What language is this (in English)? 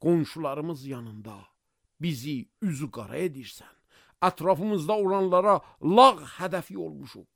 Azerbaijani